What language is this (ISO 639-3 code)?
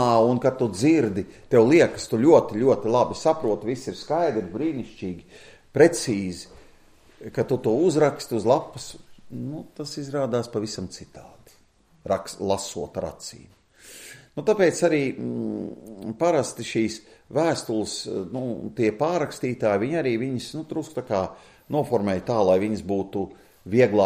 lav